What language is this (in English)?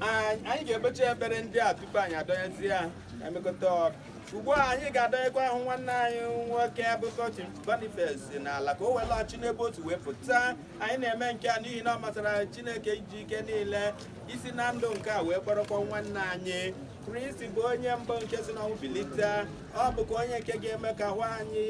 Igbo